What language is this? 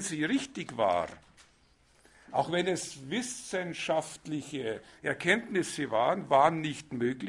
German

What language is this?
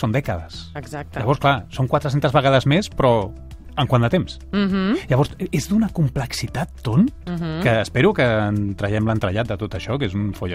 Catalan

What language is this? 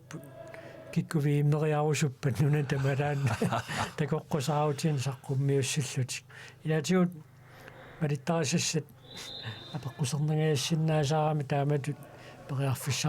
Kalaallisut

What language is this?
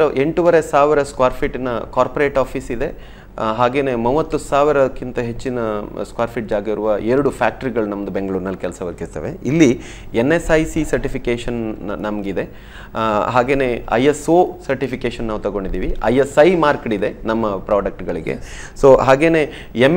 Kannada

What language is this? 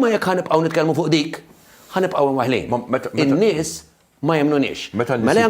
Maltese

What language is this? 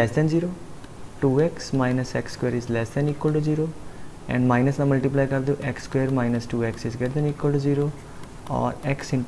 Punjabi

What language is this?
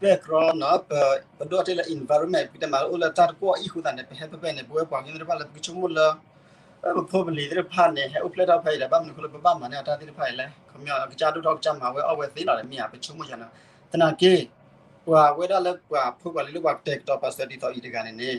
S'gaw Karen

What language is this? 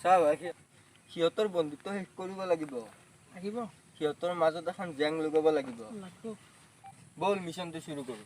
Assamese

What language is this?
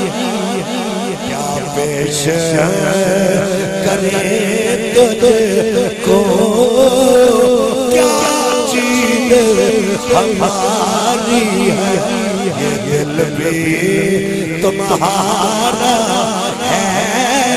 Urdu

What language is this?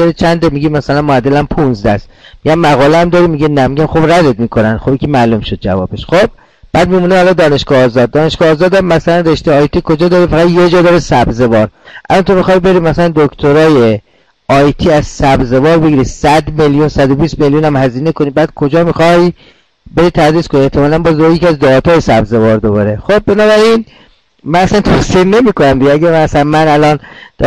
Persian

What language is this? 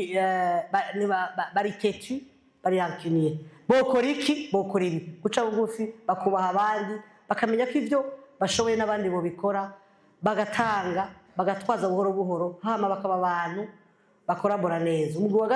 Rundi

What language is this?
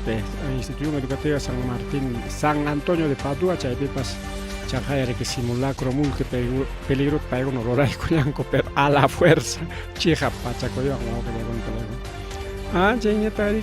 Ayacucho Quechua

